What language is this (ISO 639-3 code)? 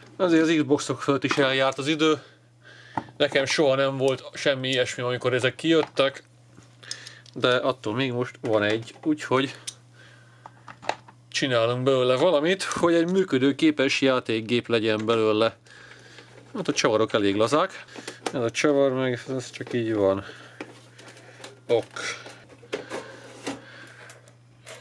hun